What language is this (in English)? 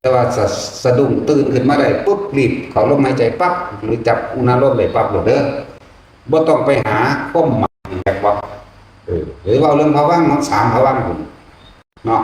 Northeastern Thai